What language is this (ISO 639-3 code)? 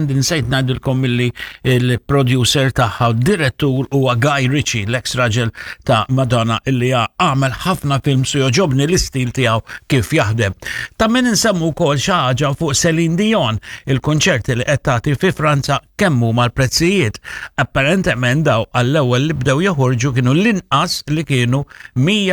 mlt